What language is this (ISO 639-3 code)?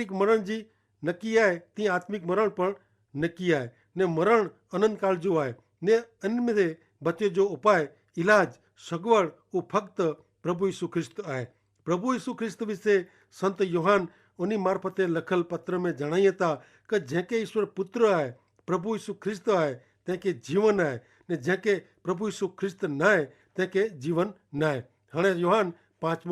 kfr